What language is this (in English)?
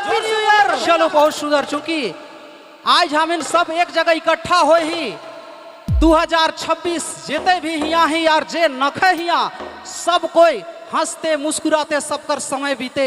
Sadri